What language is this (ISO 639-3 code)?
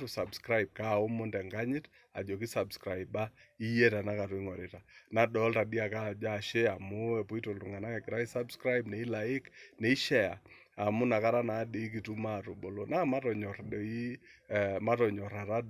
mas